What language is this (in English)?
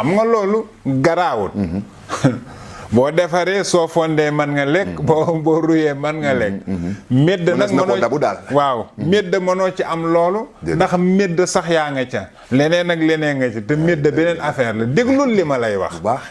Wolof